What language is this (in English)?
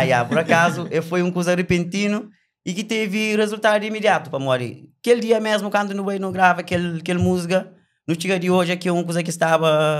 Kabuverdianu